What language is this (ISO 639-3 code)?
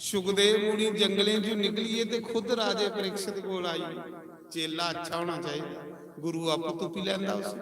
doi